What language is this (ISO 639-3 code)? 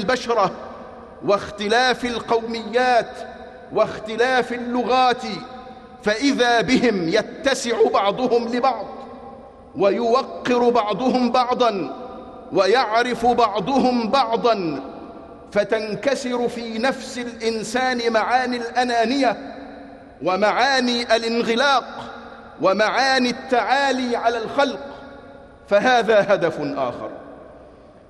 ara